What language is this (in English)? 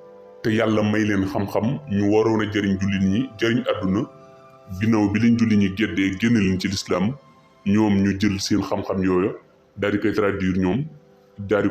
Wolof